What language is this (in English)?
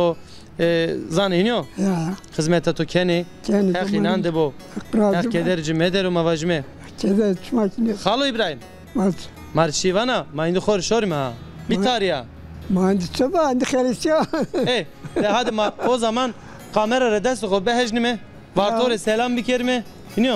Zaza